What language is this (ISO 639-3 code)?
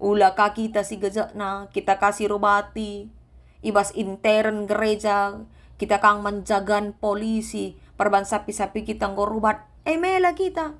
btx